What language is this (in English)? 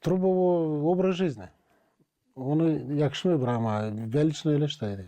Gagauz